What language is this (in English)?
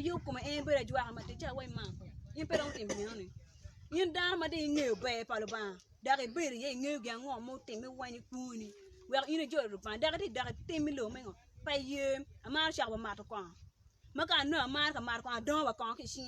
Acoli